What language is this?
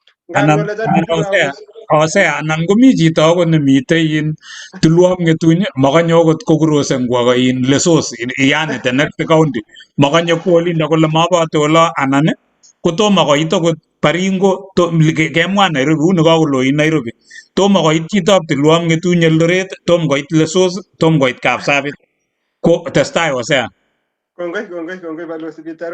Kalenjin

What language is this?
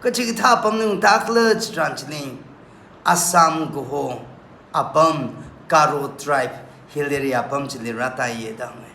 Tangkhul Naga (India)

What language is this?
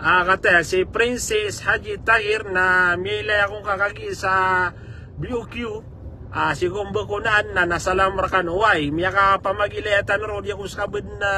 Maranao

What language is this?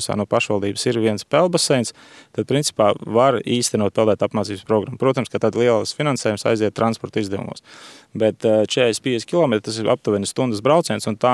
Latvian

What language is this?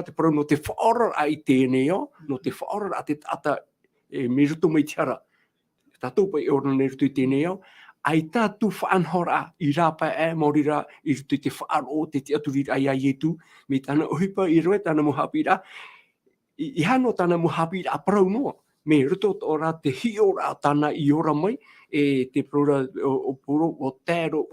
Tahitian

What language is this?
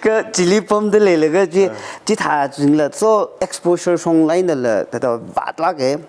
Tangkhul Naga (India)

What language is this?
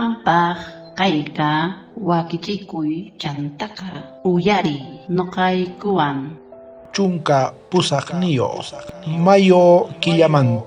South Bolivian Quechua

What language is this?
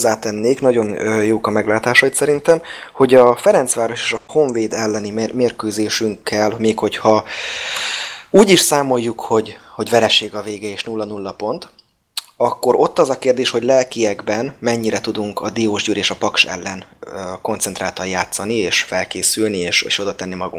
Hungarian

